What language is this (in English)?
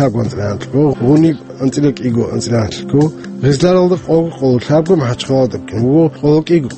Avaric